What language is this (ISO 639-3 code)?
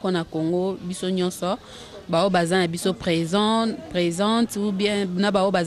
lin